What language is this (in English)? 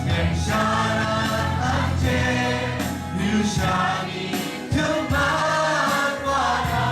Kachin